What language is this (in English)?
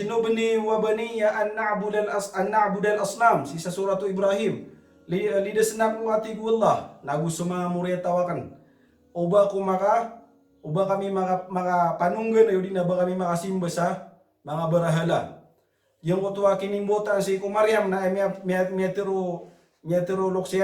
Maranao